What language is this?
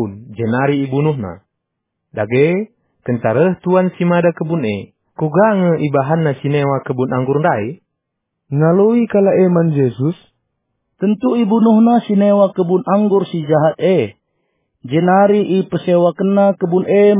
Batak Karo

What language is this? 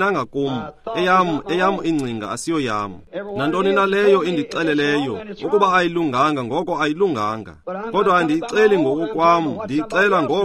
Xhosa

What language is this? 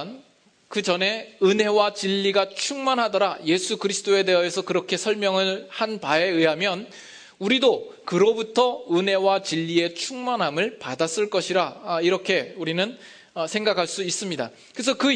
Korean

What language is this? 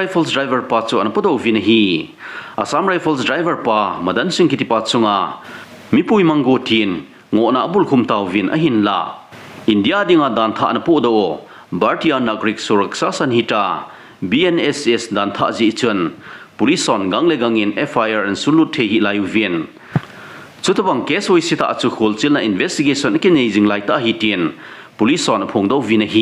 Thado Chin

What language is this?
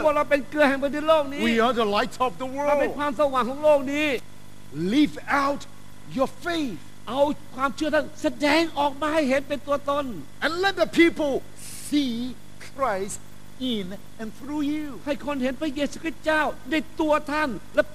Thai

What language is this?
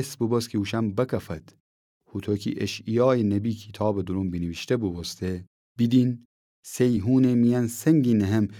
Gilaki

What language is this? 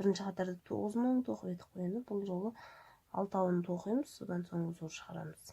Kazakh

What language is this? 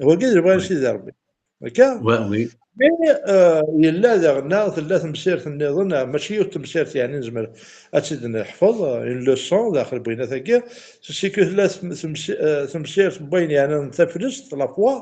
Kabyle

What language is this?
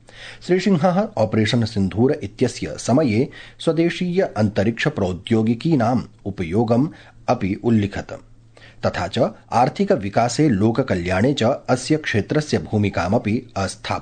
Sanskrit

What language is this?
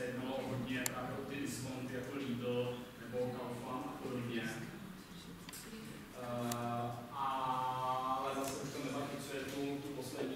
Czech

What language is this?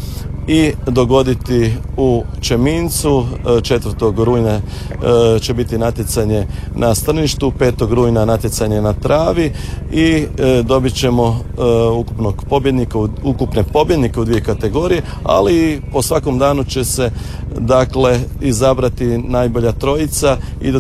Croatian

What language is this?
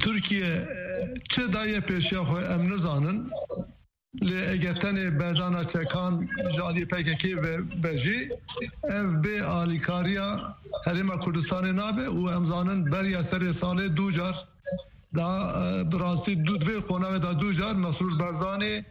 Kurdish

